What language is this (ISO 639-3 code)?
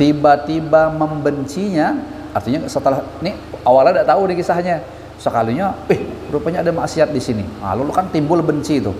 bjn